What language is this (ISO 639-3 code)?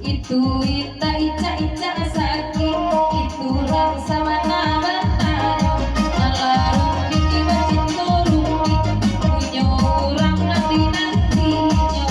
min